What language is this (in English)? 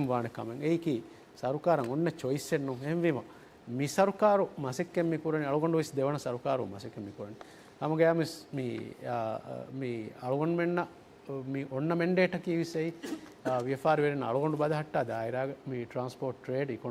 Divehi